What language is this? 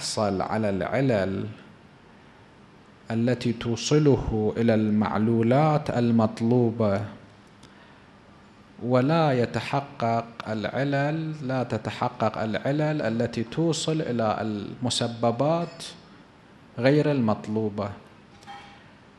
Arabic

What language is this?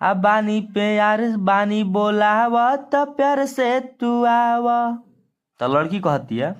Bhojpuri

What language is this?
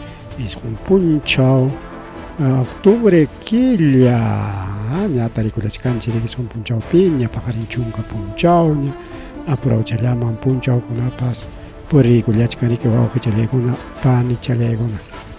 Ayacucho Quechua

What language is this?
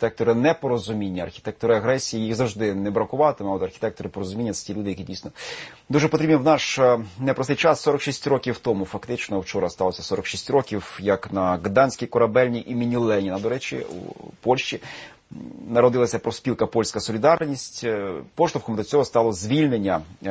Ukrainian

